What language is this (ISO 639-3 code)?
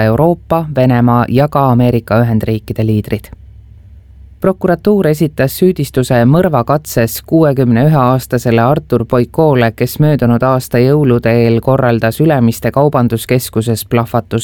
est